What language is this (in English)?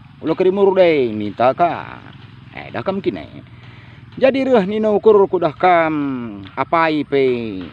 Batak Karo